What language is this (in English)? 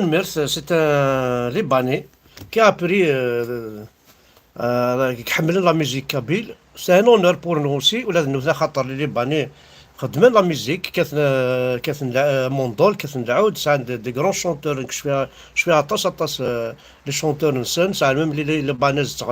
Kabyle